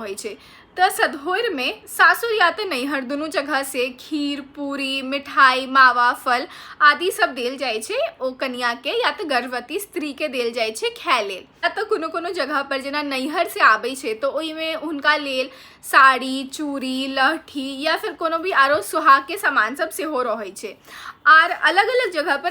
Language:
Maithili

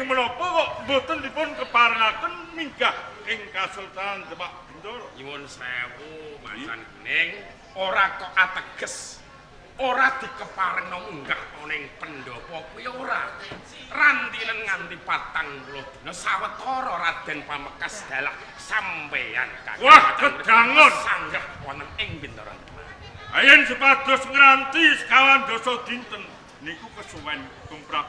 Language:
Javanese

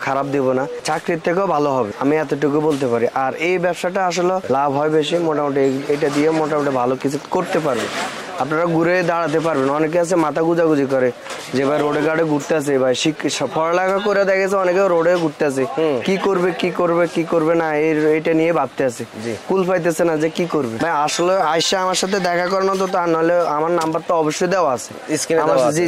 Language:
Bangla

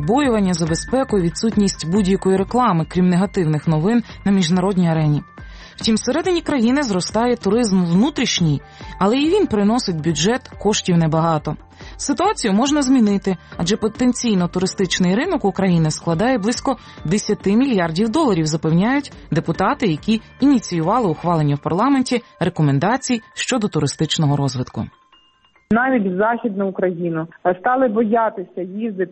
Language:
Ukrainian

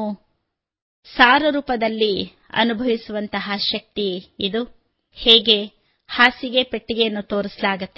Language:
Kannada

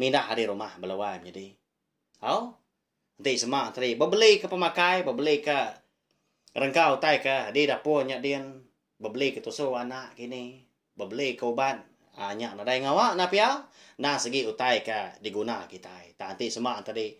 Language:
Iban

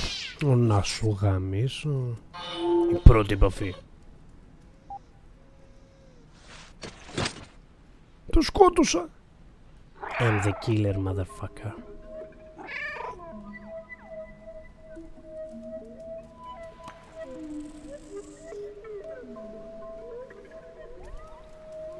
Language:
Greek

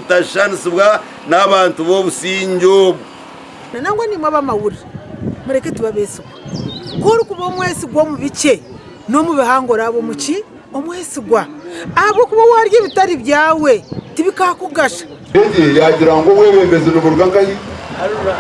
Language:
Nyankole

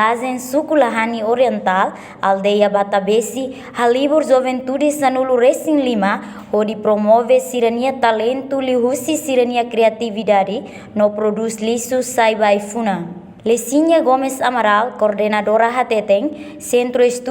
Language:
Tetum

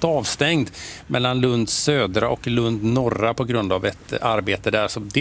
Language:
Swedish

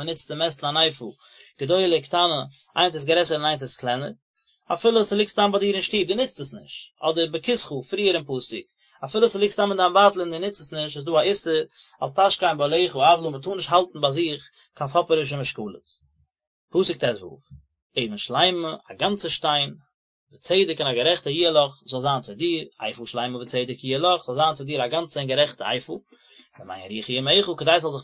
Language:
Yiddish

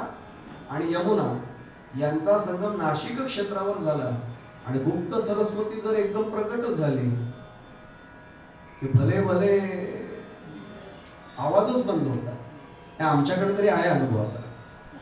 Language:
Marathi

